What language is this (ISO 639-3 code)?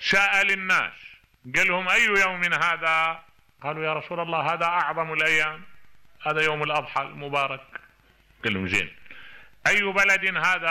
acm